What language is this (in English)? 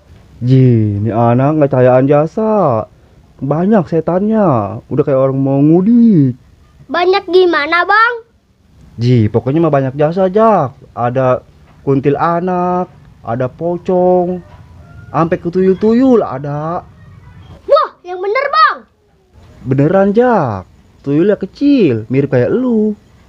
Betawi